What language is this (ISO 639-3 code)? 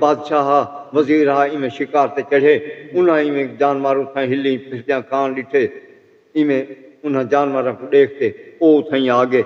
skr